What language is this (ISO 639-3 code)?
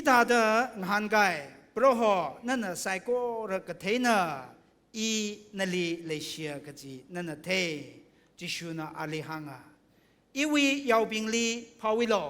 nmf